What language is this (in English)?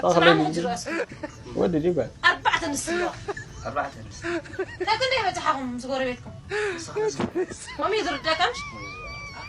Tigrinya